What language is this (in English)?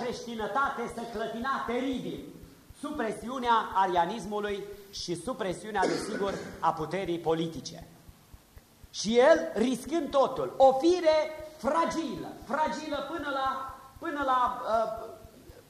Romanian